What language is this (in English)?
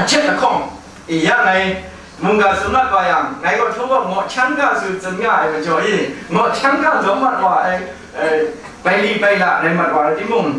Kachin